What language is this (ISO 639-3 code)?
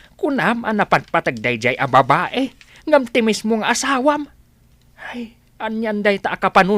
ilo